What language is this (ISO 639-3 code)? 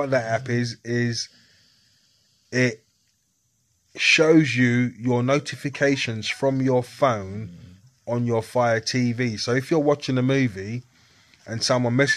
eng